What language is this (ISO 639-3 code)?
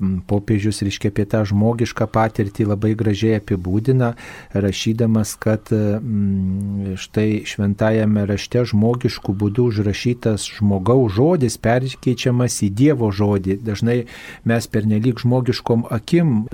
lit